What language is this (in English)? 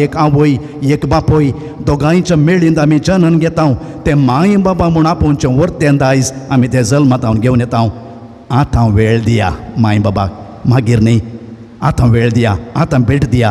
Konkani